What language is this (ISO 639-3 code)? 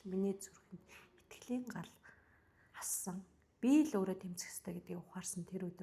mon